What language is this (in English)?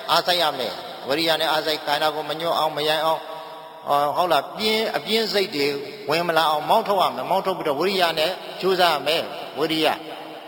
Burmese